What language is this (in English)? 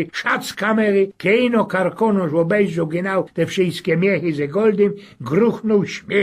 Silesian